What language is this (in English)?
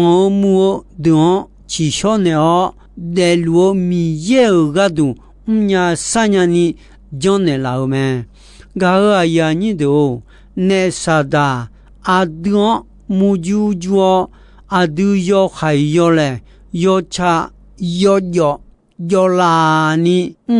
Akha